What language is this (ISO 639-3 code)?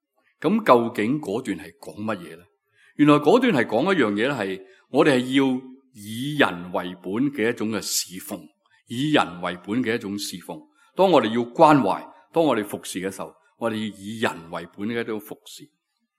yue